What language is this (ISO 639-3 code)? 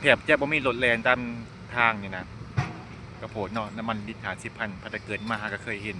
lao